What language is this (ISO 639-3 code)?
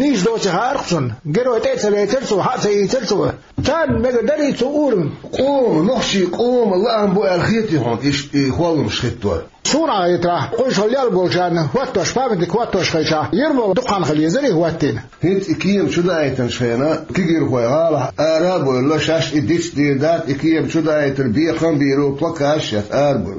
che